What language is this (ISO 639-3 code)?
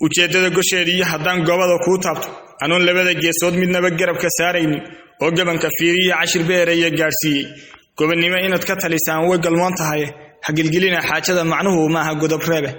som